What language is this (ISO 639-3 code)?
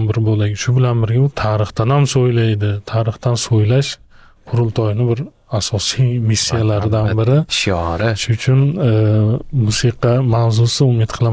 uzb